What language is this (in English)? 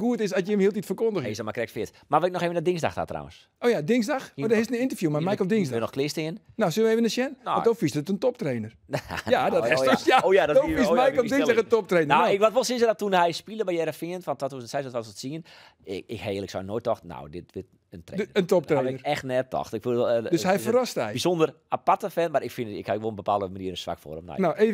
Western Frisian